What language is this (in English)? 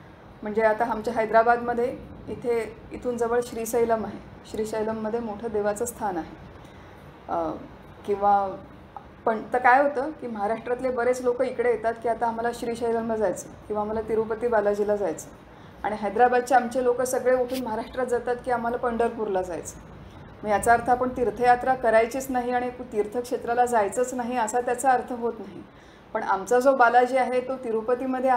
Marathi